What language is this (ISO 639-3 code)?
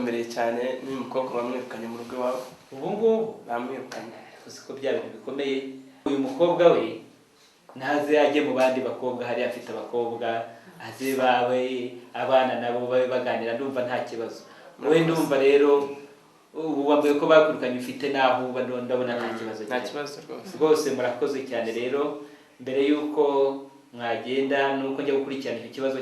kin